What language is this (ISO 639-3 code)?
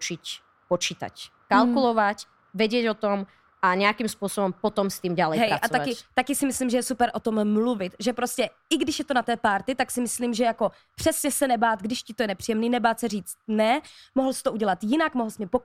slk